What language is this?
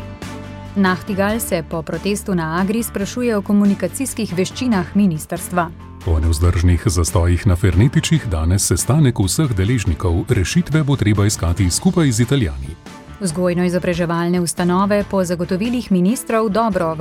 Slovenian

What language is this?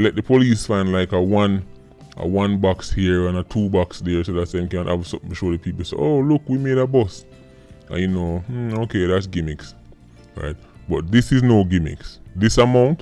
Jamaican Creole English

